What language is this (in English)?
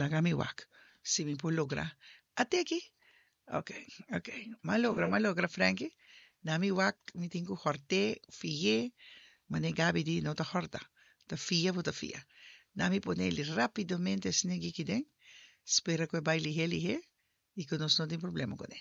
Papiamento